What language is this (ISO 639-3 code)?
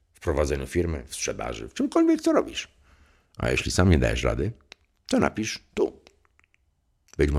pol